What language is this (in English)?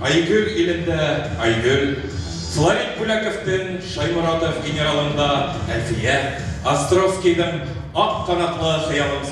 Bashkir